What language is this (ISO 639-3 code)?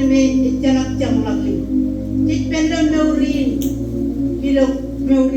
mah